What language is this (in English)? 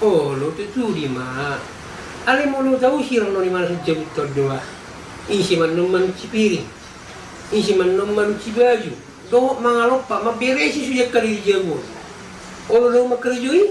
Batak Toba